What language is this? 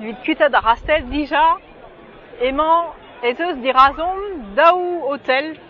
Breton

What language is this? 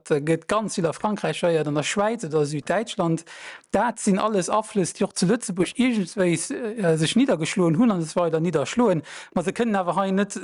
Luxembourgish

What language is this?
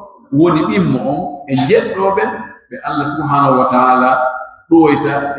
Pular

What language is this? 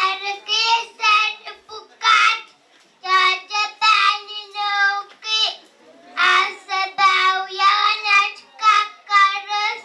Pohnpeian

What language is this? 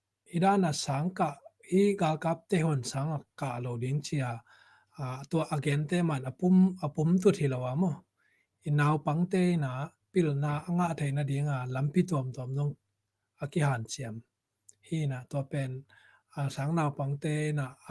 Tedim Chin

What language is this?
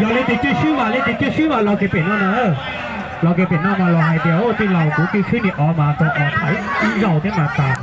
Hmong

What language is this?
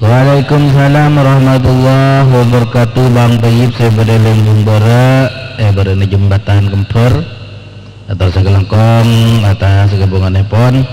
Madurese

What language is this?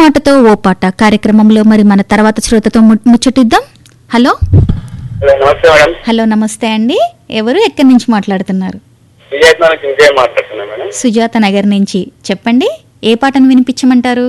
Telugu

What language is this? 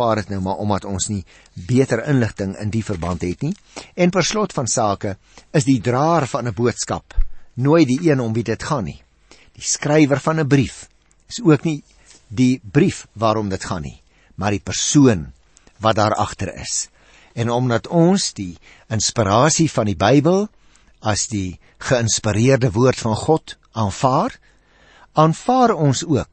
Afrikaans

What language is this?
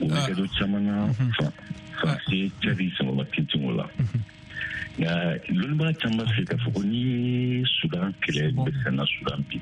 Bambara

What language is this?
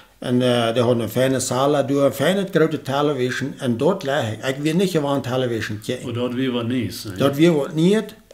Plautdietsch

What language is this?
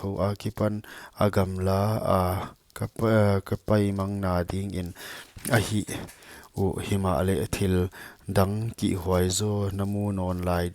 Paite Chin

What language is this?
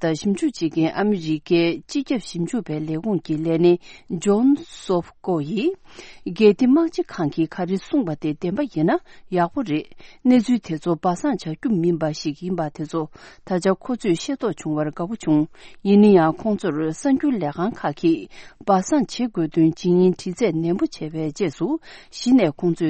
Tibetan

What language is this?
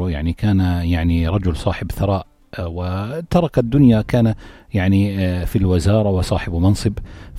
North Levantine Arabic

